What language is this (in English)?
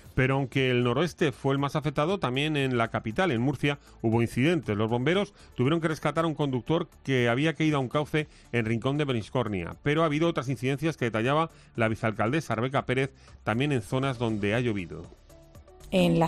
Spanish